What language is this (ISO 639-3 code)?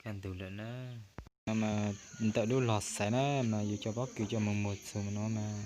hmn